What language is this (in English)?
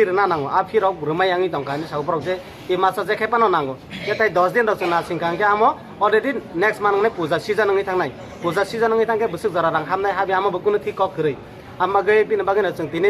Kok Borok